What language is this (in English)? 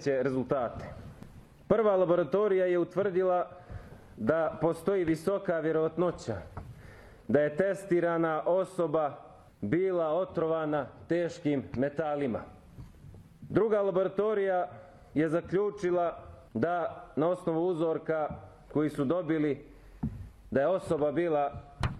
Serbian